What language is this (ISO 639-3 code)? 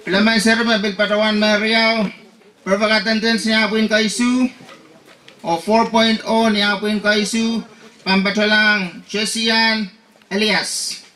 pon